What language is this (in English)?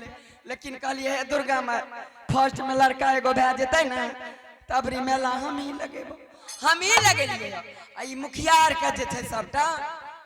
Angika